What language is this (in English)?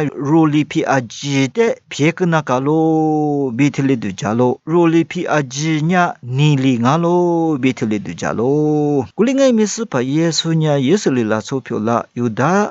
Lisu